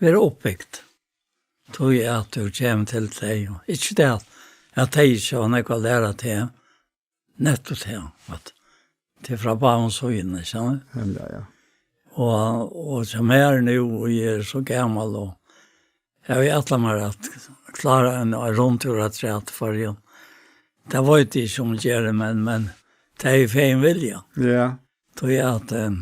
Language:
Faroese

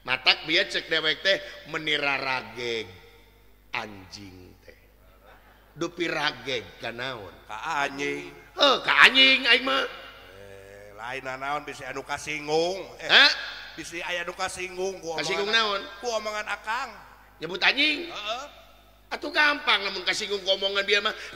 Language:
Sundanese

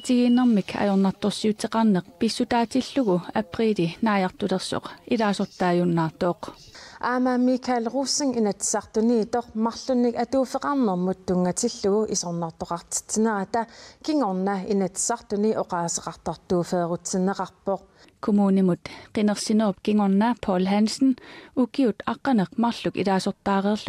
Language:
Kalaallisut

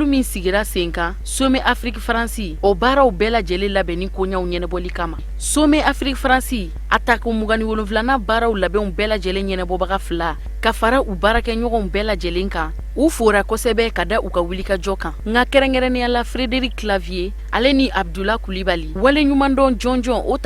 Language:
Bambara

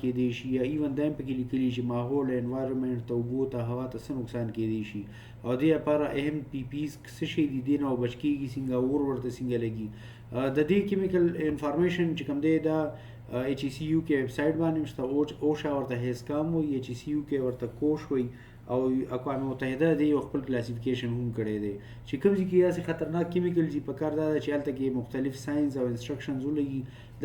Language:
Pashto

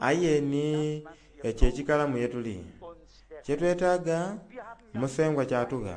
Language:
Soga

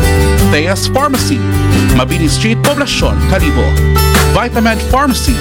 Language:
Aklanon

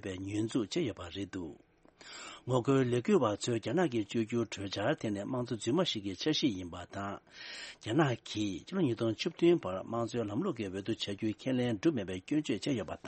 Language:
Tibetan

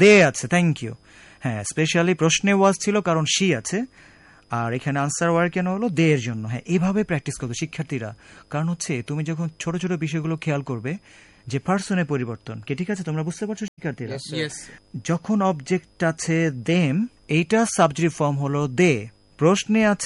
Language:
Bangla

